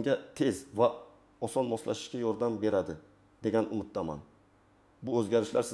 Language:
Uzbek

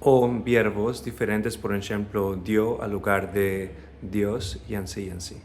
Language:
Ladino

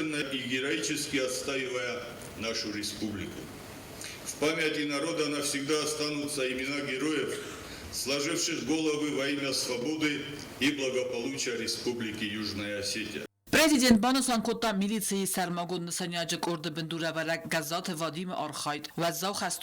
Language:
Ossetic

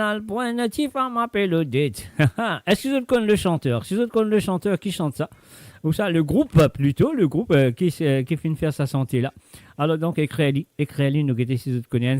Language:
Morisyen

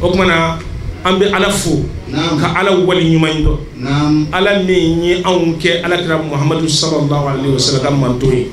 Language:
Bambara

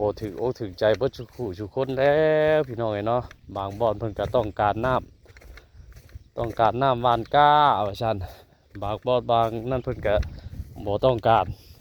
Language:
Northeastern Thai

